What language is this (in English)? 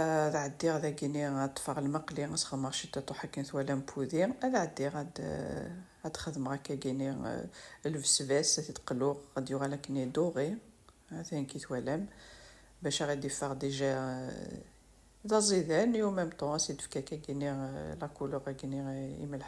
Kabyle